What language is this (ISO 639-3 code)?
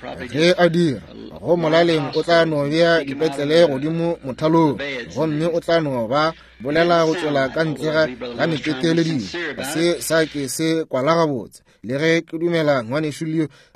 nso